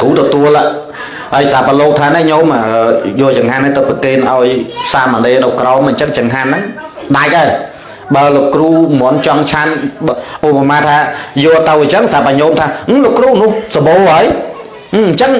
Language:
Khmer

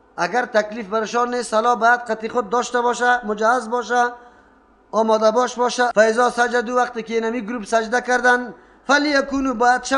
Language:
Persian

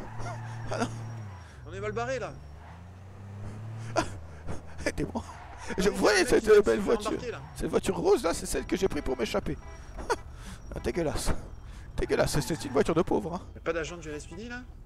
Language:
French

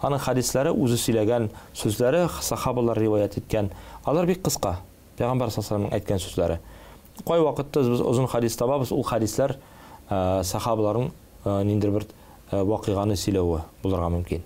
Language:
Tatar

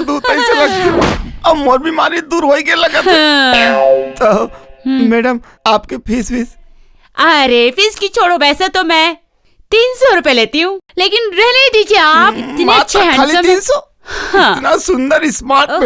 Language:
Chhattisgarhi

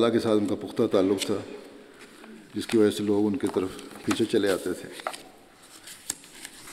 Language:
Urdu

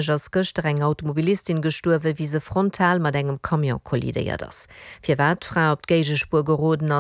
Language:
Luxembourgish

